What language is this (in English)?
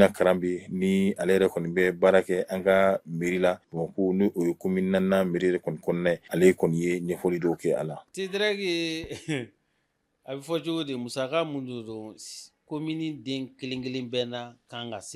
Bambara